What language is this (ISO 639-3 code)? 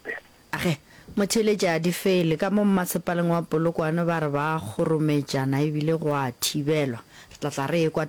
nso